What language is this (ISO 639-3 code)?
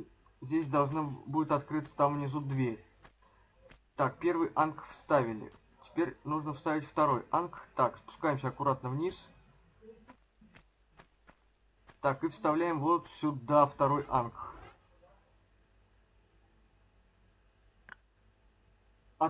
rus